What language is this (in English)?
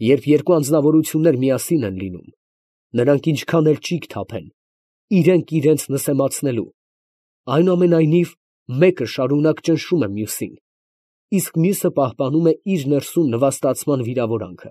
Armenian